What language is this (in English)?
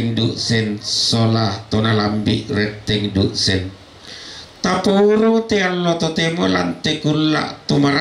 Toraja-Sa'dan